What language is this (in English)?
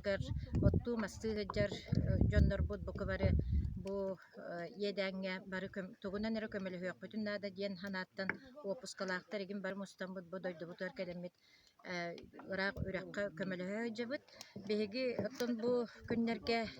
Yakut